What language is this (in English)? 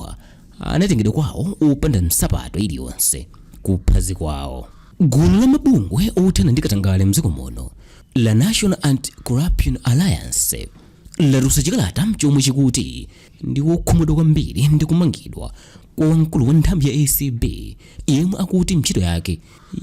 Nyanja